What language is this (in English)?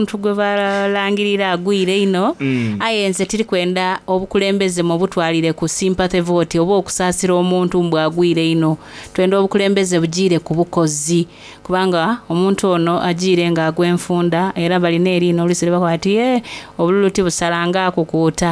Soga